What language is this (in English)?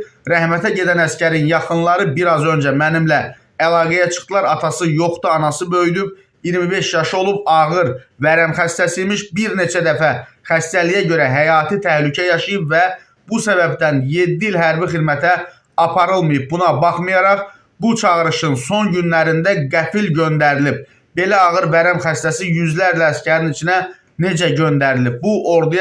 Azerbaijani